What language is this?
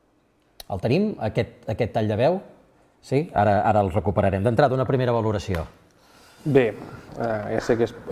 Catalan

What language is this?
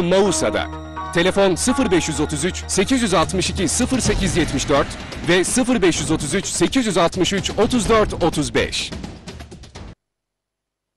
Turkish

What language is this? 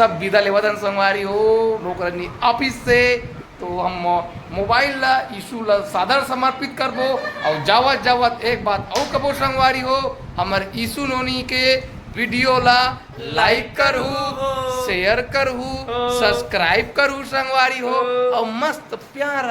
Chhattisgarhi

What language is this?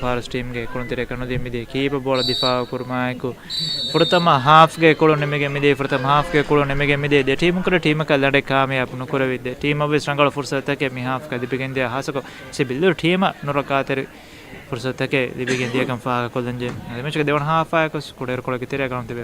Divehi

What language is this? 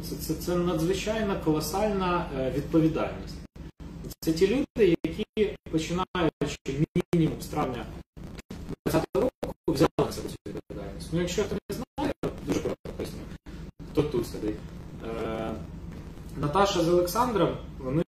Ukrainian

